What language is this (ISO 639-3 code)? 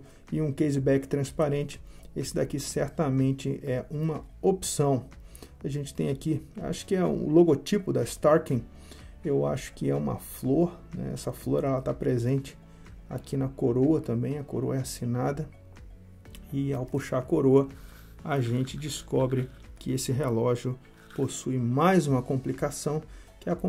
por